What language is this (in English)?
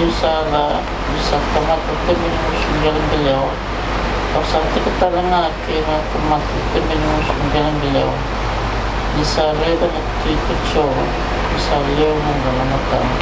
Fijian